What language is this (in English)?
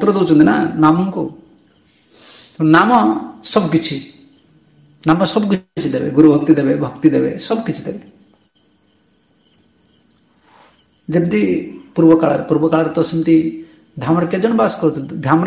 Odia